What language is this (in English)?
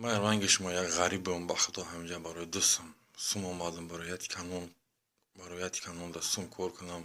Tajik